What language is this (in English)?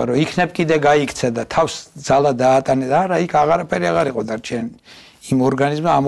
Georgian